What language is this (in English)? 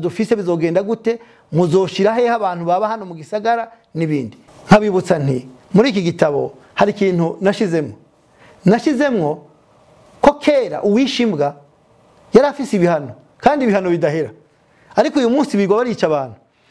Rundi